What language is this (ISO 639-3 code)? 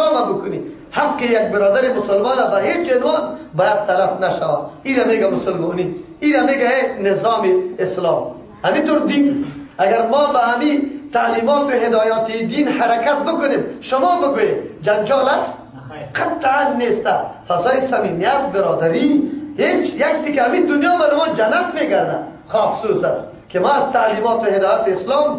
fas